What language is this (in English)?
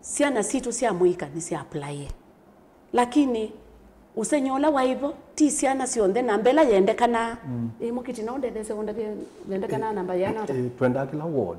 Kamba